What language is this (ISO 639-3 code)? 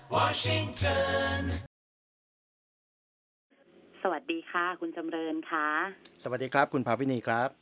tha